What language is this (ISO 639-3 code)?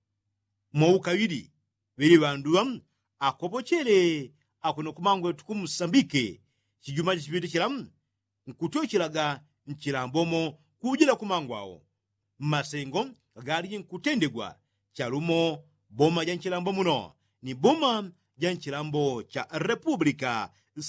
yao